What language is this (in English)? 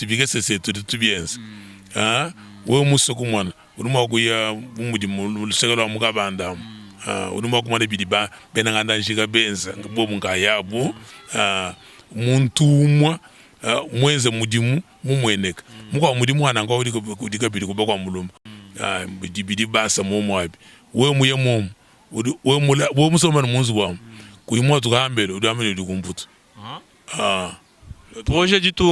Luba-Lulua